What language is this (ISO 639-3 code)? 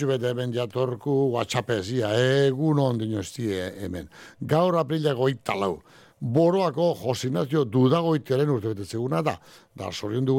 eus